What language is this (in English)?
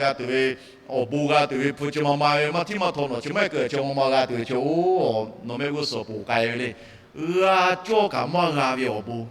Lahu